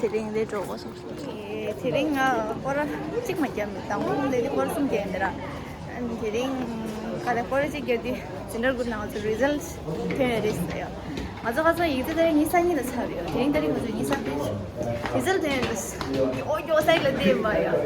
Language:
Tibetan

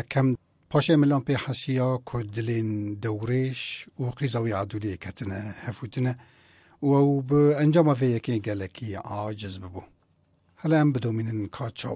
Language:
Kurdish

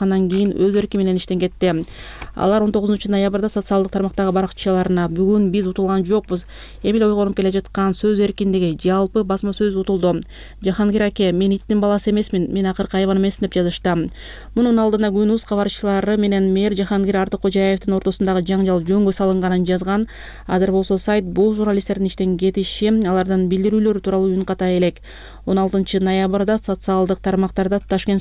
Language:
Kyrgyz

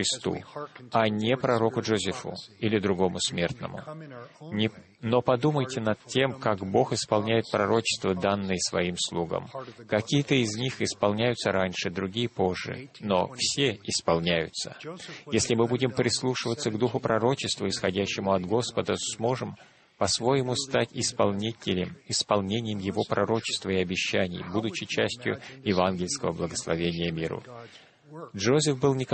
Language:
Russian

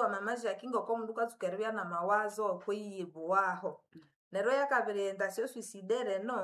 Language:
Nande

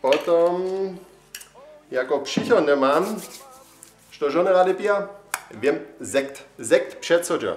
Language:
Upper Sorbian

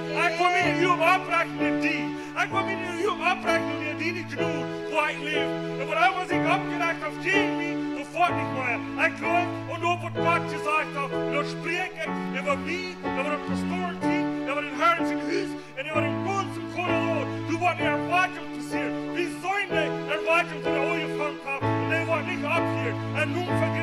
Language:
Plautdietsch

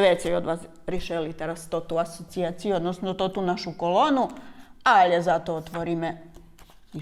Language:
Rusyn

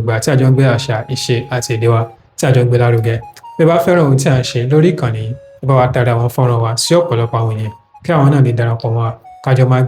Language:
Yoruba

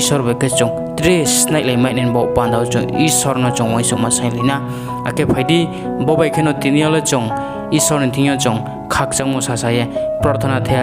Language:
Riang (India)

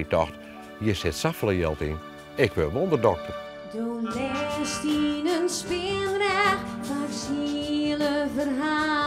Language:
Western Frisian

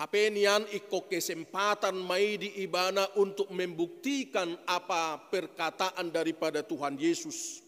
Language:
Batak Toba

